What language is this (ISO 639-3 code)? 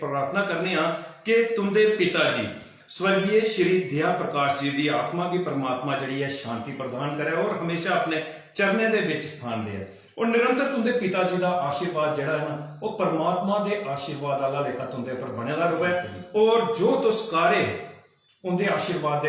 doi